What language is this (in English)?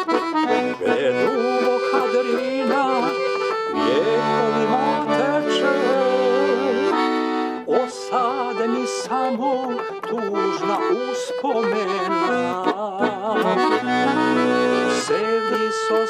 Bosnian